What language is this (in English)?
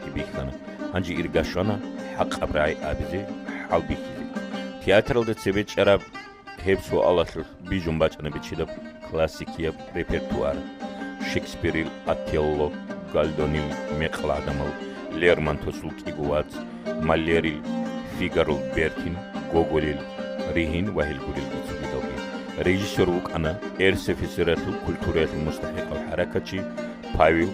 Avaric